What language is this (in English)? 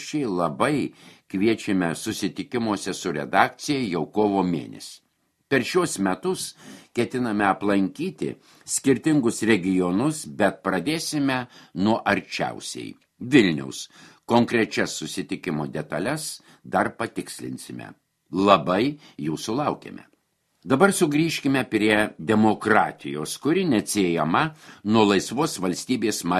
Lithuanian